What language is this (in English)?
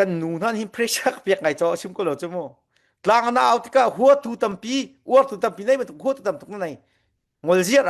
Falam Chin